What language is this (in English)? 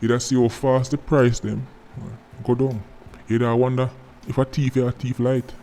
Jamaican Creole English